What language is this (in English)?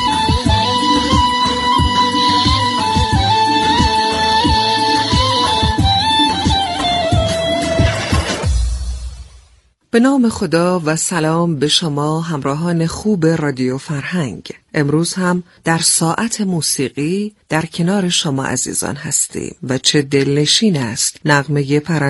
Persian